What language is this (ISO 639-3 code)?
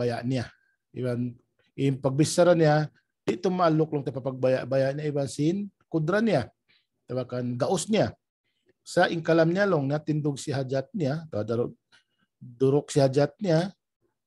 tsg